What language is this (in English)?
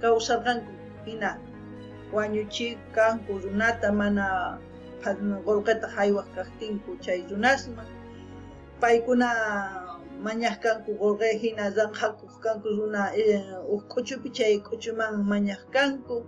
South Bolivian Quechua